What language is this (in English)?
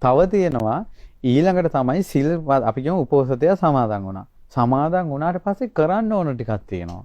Sinhala